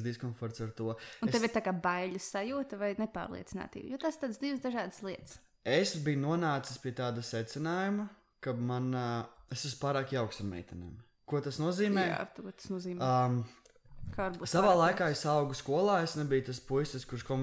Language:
Latvian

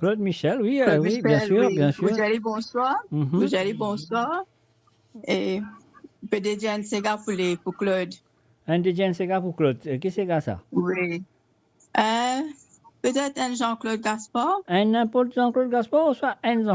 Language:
Morisyen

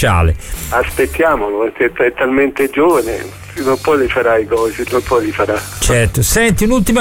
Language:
Italian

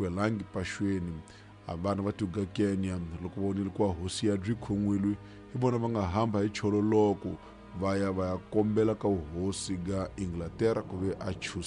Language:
Tsonga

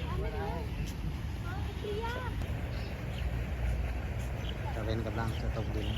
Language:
Lao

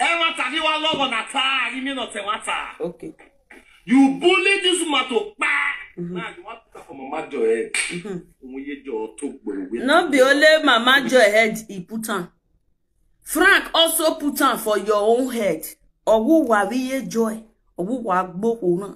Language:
Nigerian Pidgin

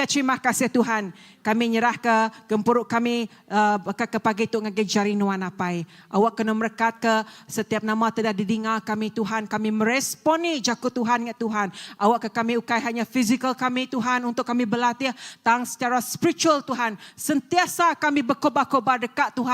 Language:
Iban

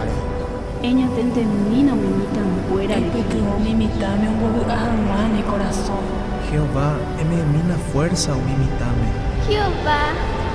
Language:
Guarani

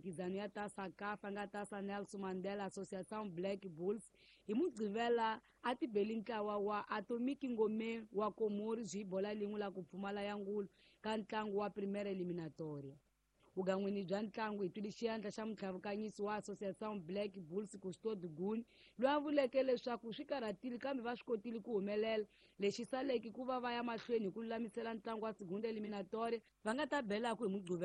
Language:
Tsonga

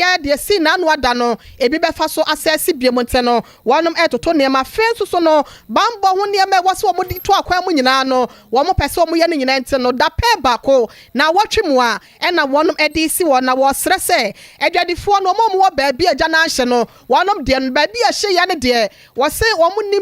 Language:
Akan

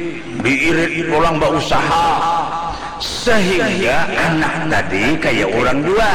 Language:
Banjar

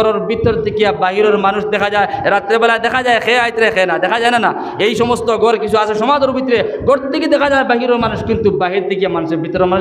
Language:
Sylheti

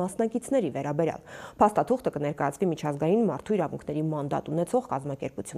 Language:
Armenian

